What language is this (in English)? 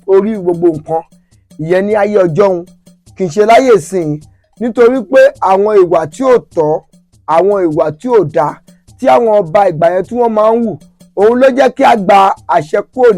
Yoruba